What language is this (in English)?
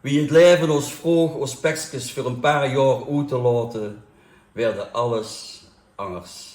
Limburgish